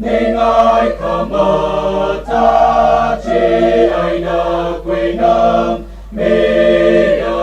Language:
Tangkhul Naga (India)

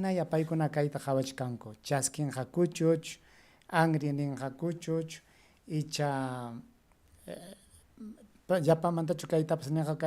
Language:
Ayacucho Quechua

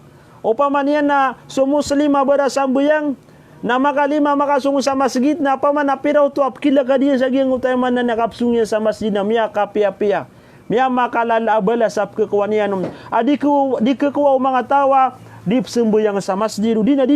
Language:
Maranao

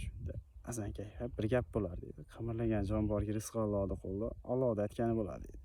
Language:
Uzbek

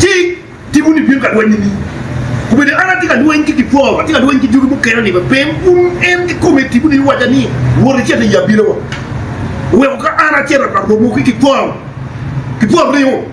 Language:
Acoli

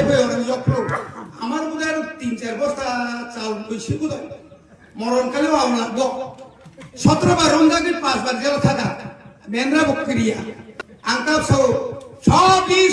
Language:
Kok Borok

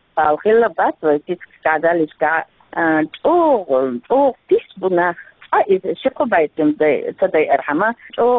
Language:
Chechen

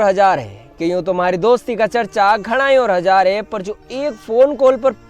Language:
Rajasthani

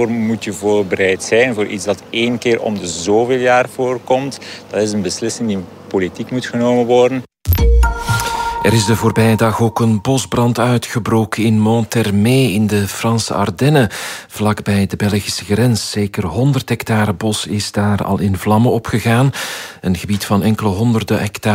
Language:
Dutch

